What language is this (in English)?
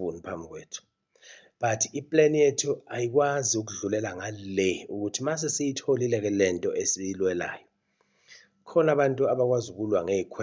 Zulu